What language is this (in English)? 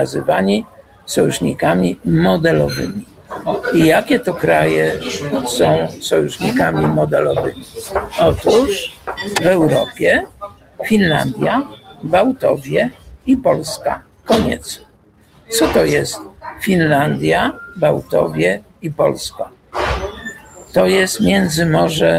Polish